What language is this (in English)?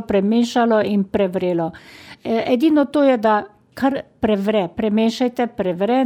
Slovenian